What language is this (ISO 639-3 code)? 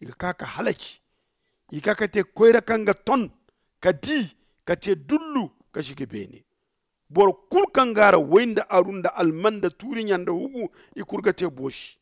dje